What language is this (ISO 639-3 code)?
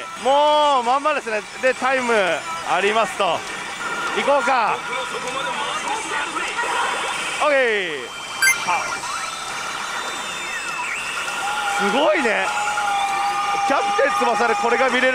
jpn